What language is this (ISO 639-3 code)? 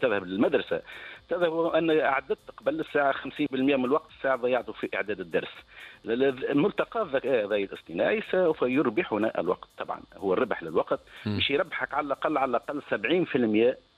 aeb